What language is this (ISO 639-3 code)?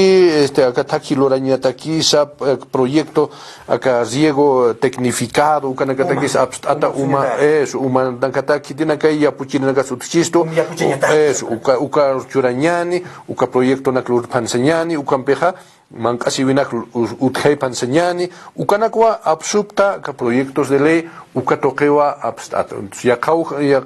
aym